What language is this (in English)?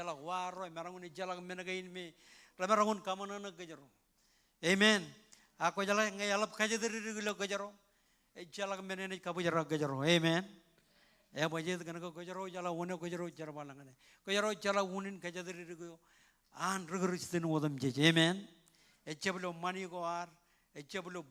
Marshallese